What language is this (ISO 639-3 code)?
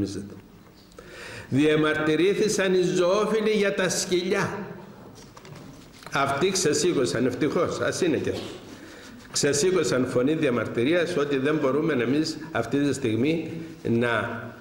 ell